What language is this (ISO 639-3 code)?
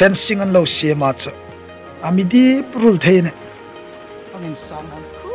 hmr